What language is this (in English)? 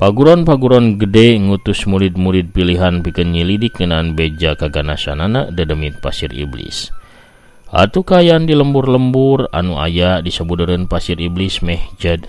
Sundanese